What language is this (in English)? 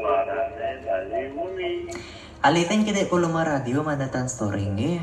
Balinese